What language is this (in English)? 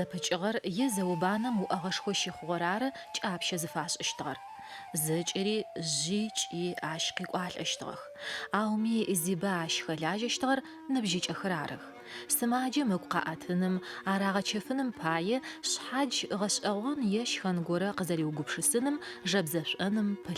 Adyghe